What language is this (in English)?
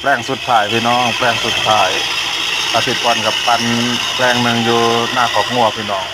Northeastern Thai